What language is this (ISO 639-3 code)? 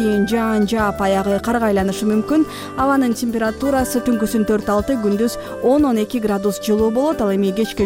kir